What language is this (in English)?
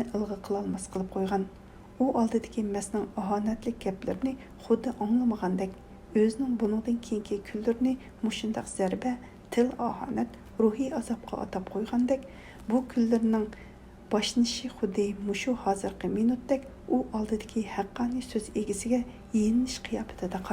Uyghur